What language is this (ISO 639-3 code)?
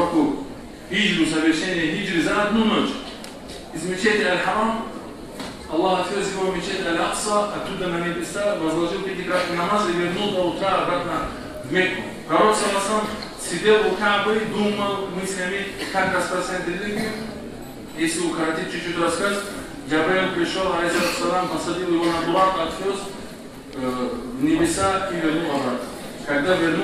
kum